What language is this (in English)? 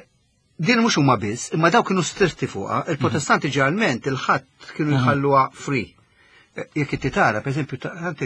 Maltese